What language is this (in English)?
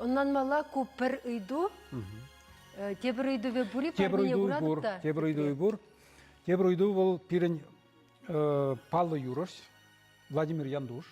Chuvash